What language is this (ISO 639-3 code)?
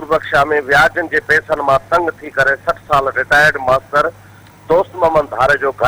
snd